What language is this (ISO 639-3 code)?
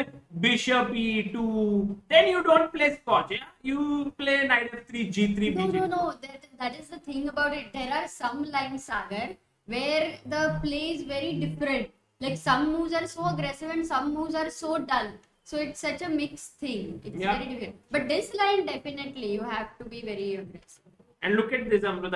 eng